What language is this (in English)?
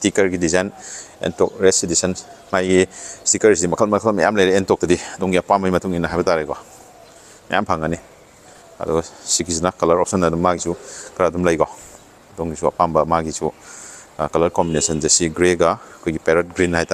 Manipuri